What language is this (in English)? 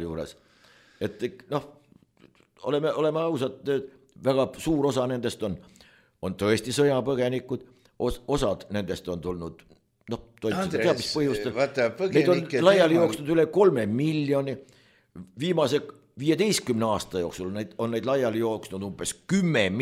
Estonian